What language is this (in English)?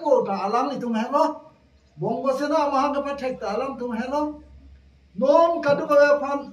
Karbi